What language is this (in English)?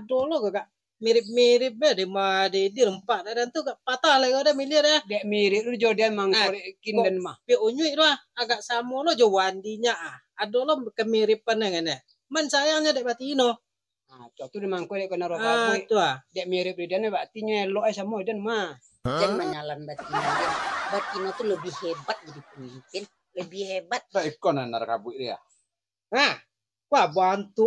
Minangkabau